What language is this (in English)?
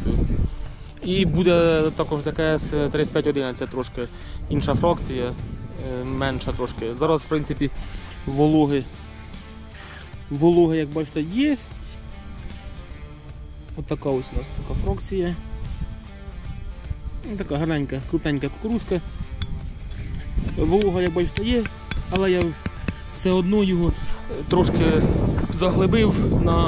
Ukrainian